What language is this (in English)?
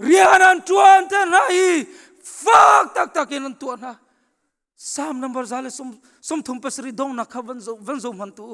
Hakha Chin